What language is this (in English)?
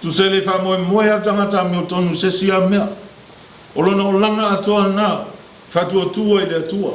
Samoan